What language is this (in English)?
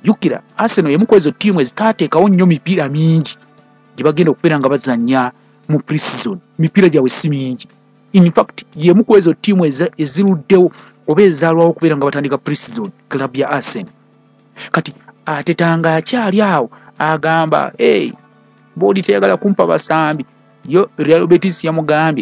Ganda